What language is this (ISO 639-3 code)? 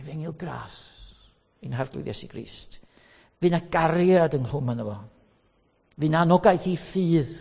cym